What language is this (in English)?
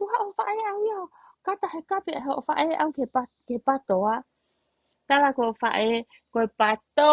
Tongan